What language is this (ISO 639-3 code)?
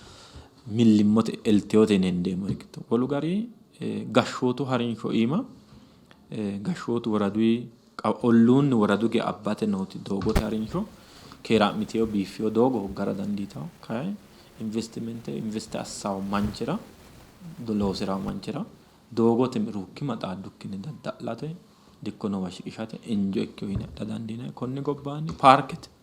sid